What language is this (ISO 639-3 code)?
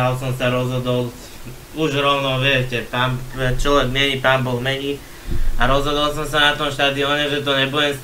slk